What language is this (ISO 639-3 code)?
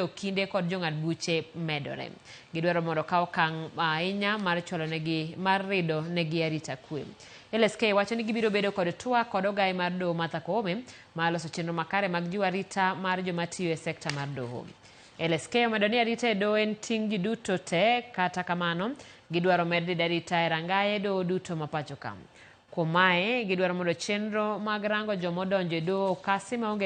luo